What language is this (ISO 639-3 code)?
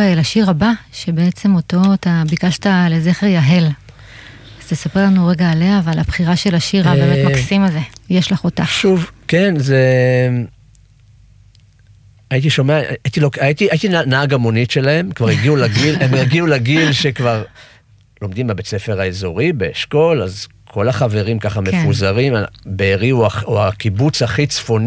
heb